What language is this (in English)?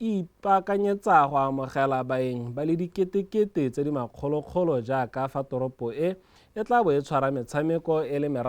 Tswana